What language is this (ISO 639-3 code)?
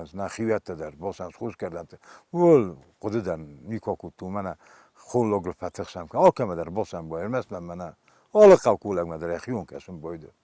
oss